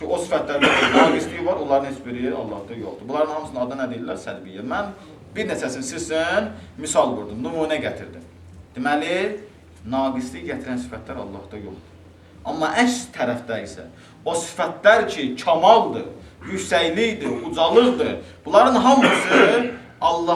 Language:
Azerbaijani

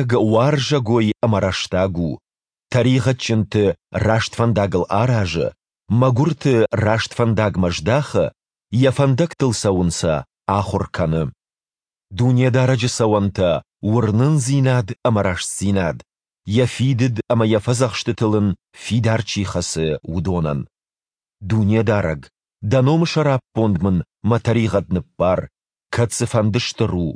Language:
Ossetic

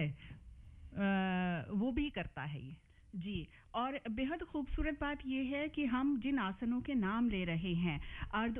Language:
Hindi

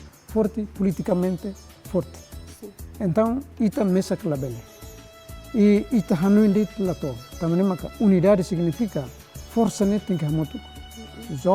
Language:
Tetum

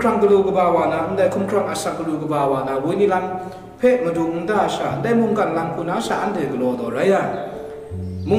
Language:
Kachin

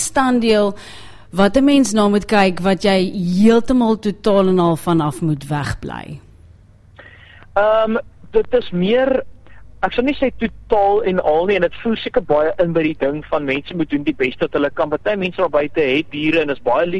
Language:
Afrikaans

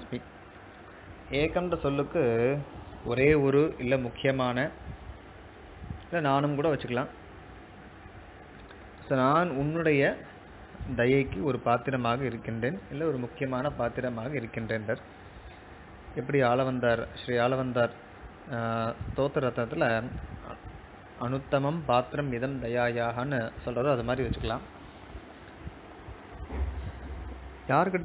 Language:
Tamil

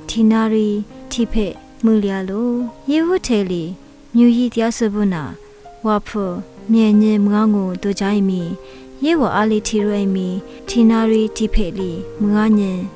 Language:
Lisu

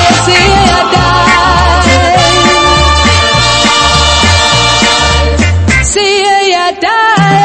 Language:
Danish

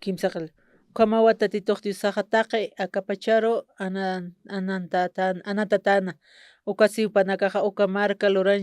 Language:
Aymara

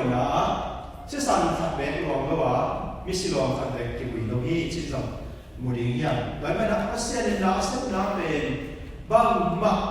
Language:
Tedim Chin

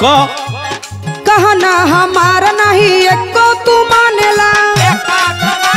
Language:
Bhojpuri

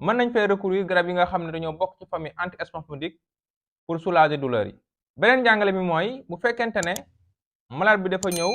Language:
Wolof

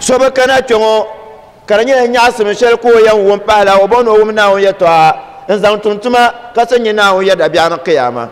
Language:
Dagbani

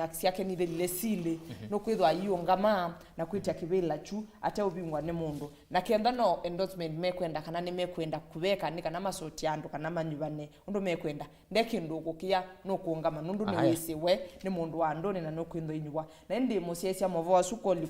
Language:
Kamba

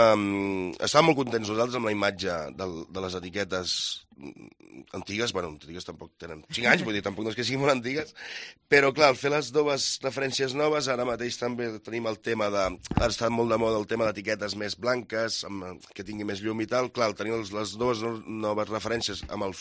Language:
Catalan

